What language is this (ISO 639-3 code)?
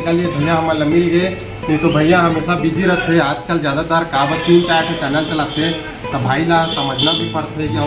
hne